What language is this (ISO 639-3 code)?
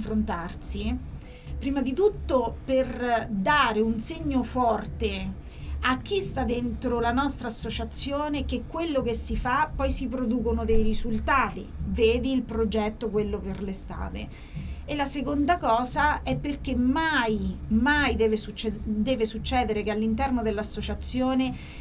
ita